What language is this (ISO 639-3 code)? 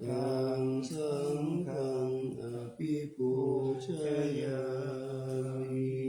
pli